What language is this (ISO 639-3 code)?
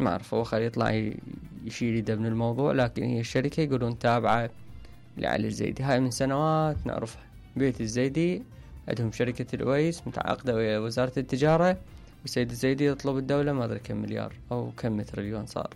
acm